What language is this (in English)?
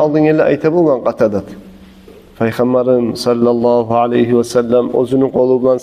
Kumyk